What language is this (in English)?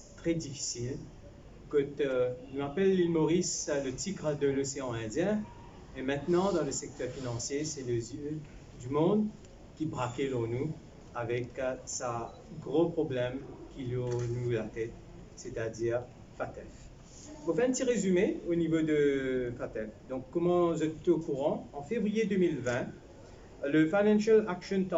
Morisyen